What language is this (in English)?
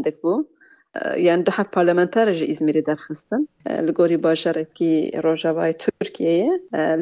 Kurdish